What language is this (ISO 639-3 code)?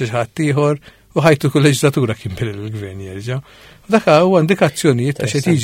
mlt